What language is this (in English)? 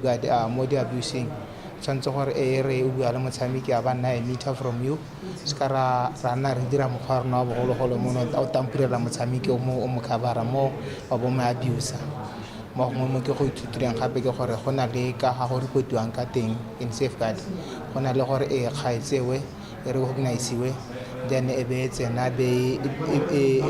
Tswana